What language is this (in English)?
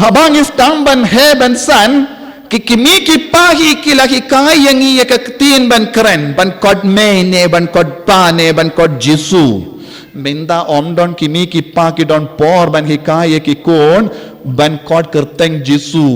Khasi